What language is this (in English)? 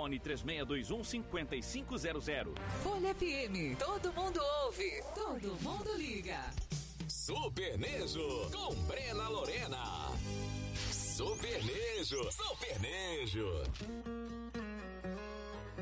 Portuguese